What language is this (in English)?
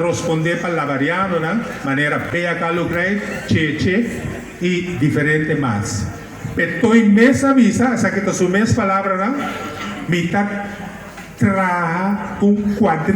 Papiamento